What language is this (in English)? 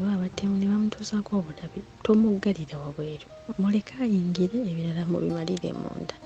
Ganda